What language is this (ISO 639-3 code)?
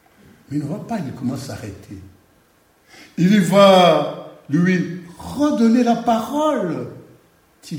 fra